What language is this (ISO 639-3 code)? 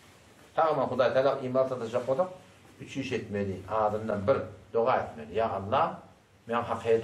tuk